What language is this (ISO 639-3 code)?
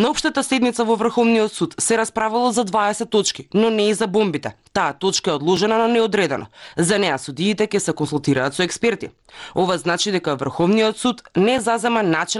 mkd